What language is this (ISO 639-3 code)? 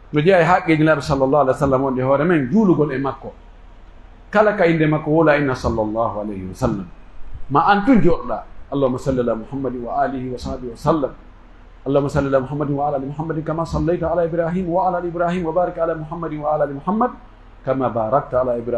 fuf